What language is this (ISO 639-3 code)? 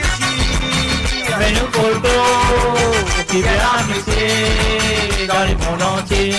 mfe